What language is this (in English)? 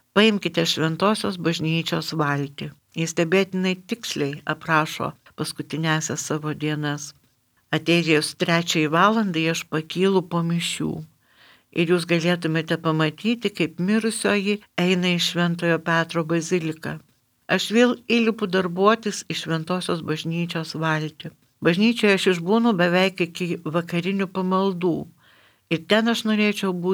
Lithuanian